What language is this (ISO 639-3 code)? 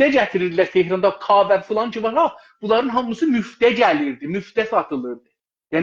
azb